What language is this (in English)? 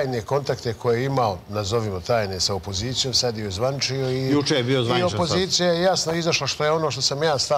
Serbian